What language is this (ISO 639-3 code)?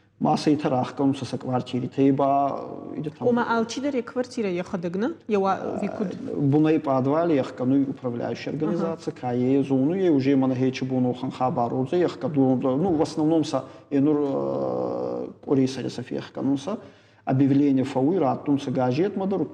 oss